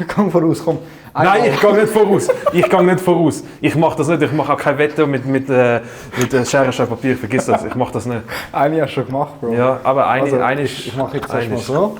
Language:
Swiss German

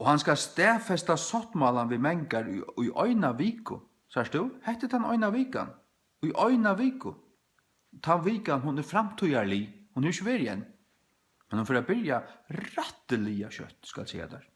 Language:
Faroese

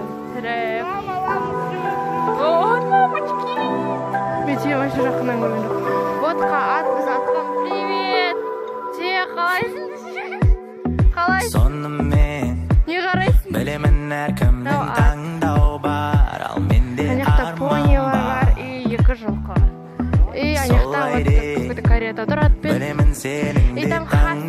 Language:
Kazakh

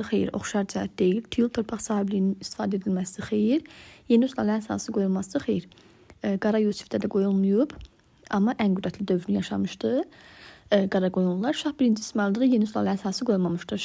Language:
Azerbaijani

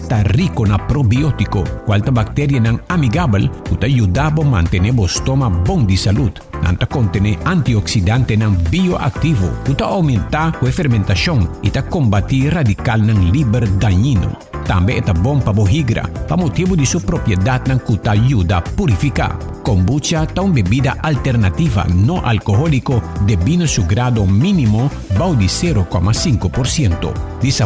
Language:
Papiamento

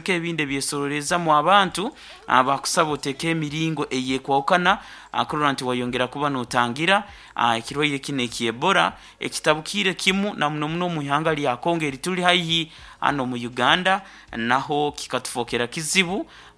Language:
Nyoro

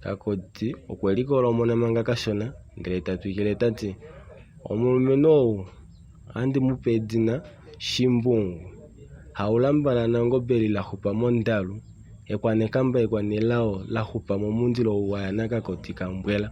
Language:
Kuanyama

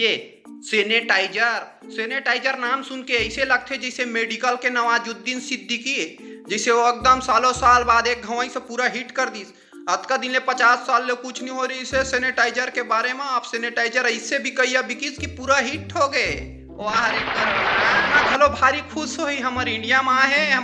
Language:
Chhattisgarhi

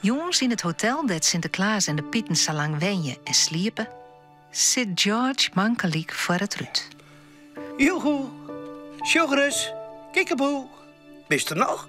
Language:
Western Frisian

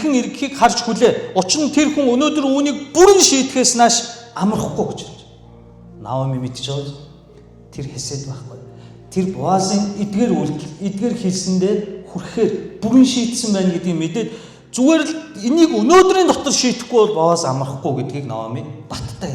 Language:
Mongolian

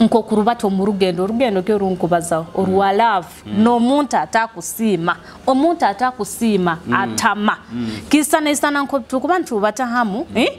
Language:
Nyoro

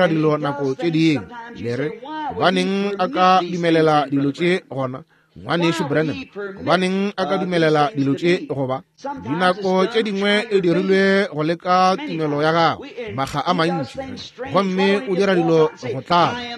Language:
Northern Sotho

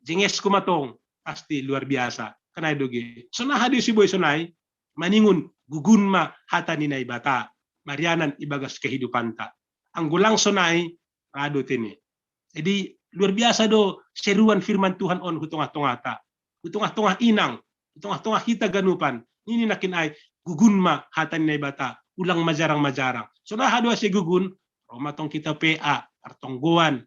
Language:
Batak Simalungun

